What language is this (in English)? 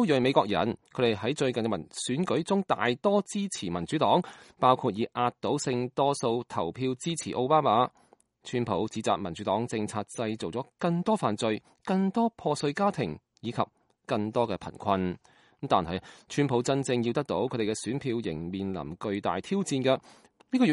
Cantonese